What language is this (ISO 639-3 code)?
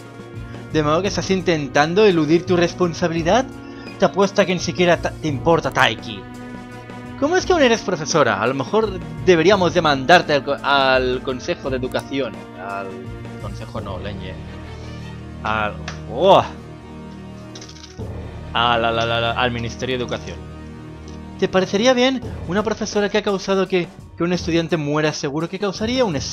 spa